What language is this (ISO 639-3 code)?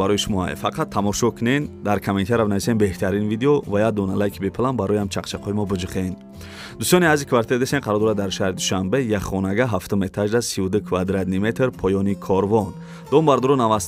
tgk